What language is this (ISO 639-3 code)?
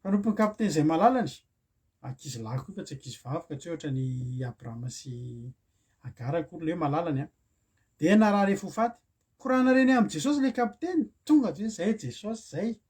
mlg